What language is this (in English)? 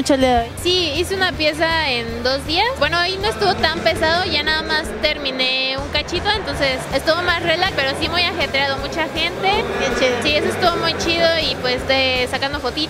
Spanish